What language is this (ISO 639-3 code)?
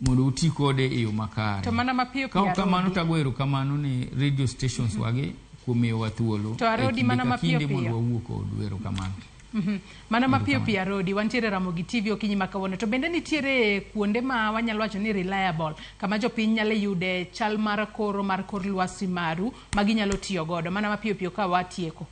luo